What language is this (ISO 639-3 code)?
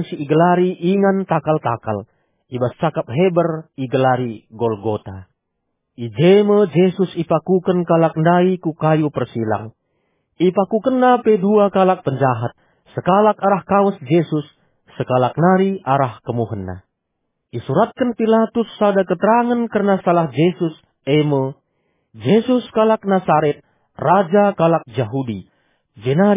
btx